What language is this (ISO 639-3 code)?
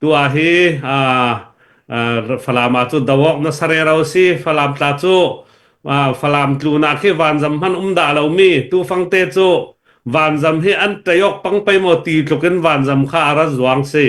cfm